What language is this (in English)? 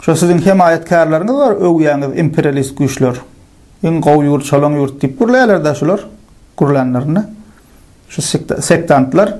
Turkmen